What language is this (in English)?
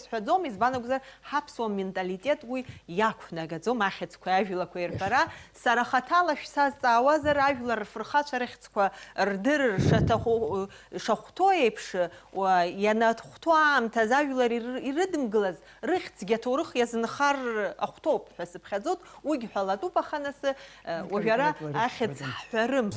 Abkhazian